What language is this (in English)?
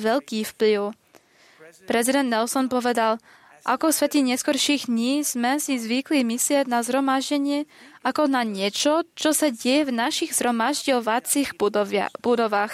Slovak